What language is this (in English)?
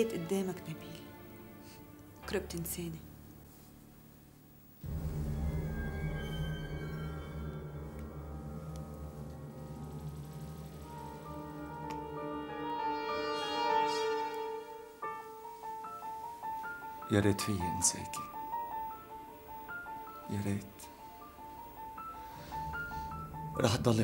North Levantine Arabic